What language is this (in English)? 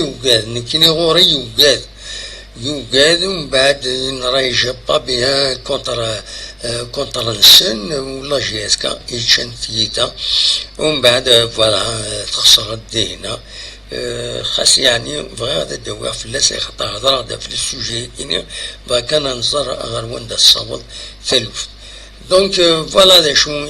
Kabyle